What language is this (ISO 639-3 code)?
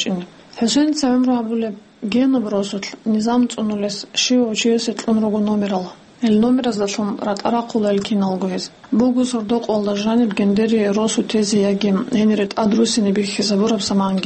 ava